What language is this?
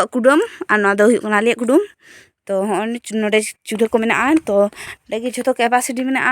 Santali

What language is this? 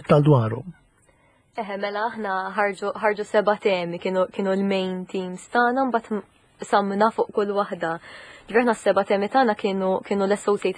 Maltese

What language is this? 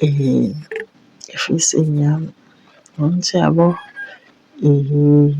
Zulu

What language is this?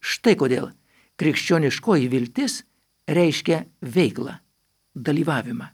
Lithuanian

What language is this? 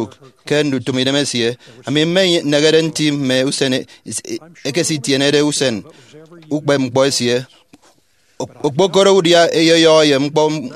Efik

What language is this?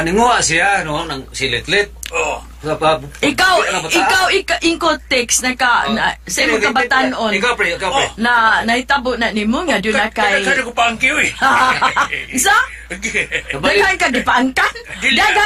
Cebuano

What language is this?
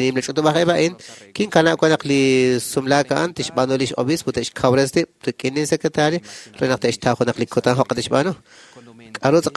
Kekchí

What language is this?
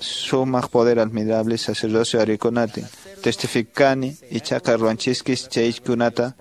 Quechua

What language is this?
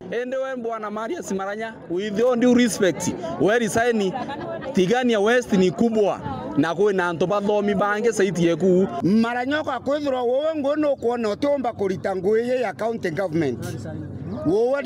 Meru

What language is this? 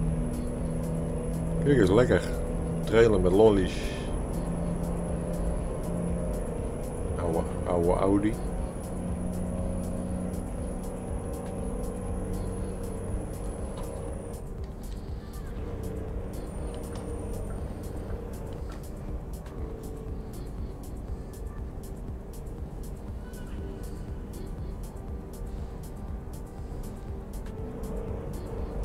Dutch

